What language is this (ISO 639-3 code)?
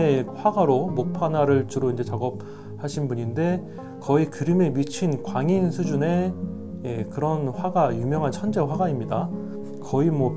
kor